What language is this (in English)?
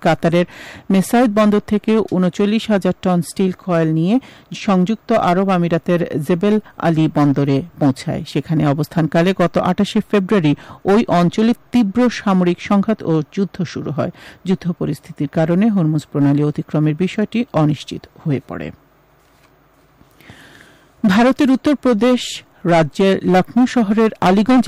Bangla